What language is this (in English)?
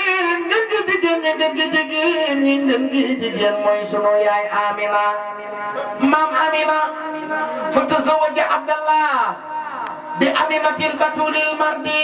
Wolof